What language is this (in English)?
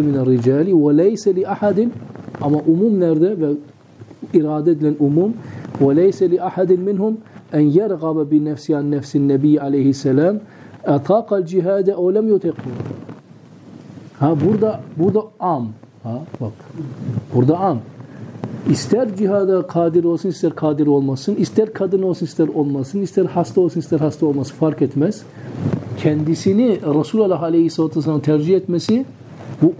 Turkish